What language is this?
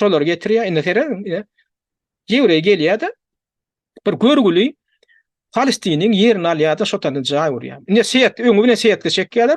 Turkmen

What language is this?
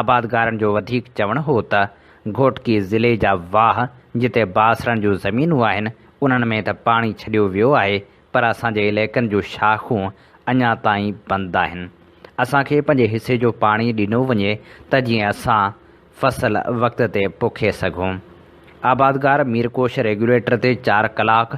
Sindhi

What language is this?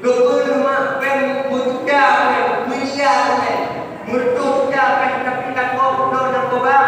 Achinese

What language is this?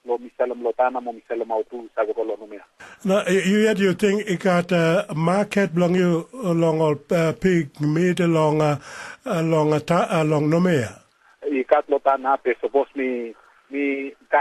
Tok Pisin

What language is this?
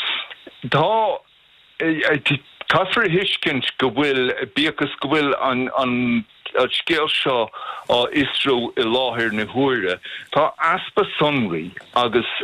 Irish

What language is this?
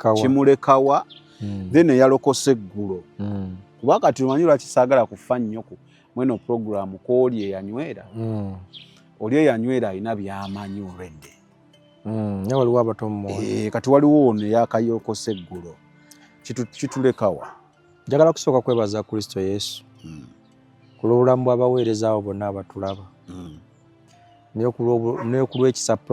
Ganda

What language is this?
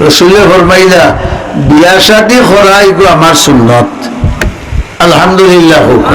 Sylheti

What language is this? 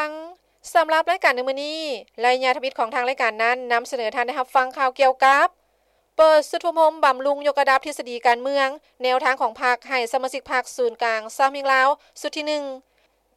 Lao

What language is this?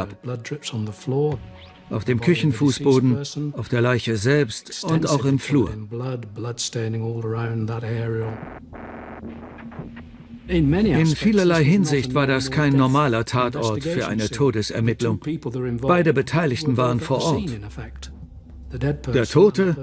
German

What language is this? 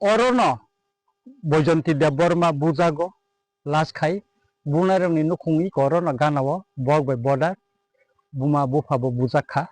Kok Borok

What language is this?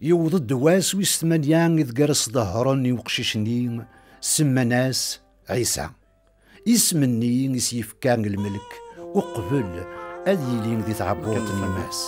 Kabyle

